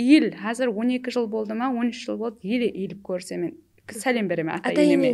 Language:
Kara-Kalpak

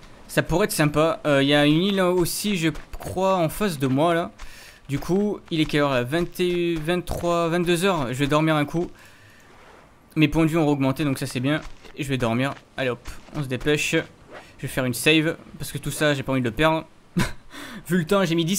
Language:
French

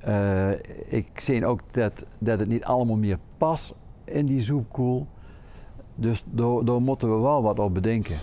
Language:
Limburgish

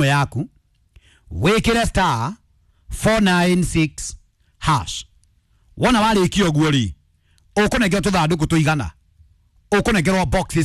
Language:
Kikuyu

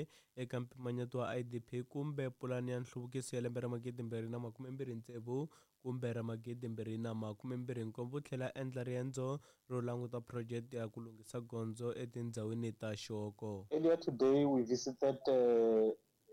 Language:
Tsonga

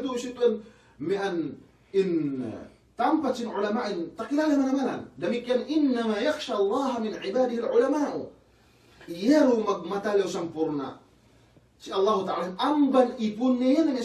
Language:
Yakan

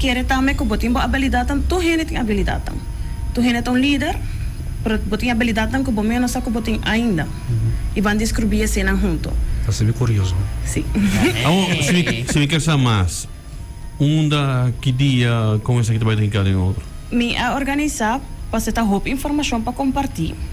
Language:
Papiamento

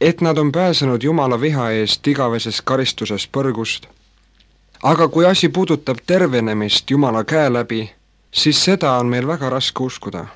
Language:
Estonian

